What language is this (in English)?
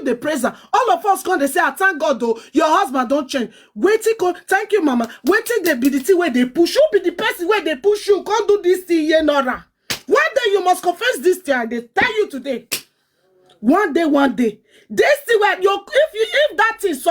Nigerian Pidgin